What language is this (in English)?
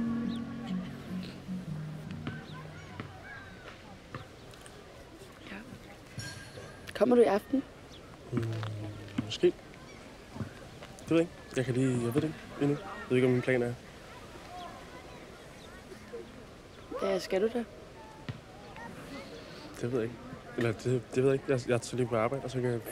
Danish